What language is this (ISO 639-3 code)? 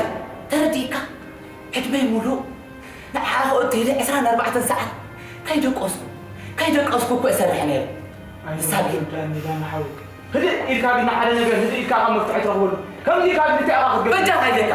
tir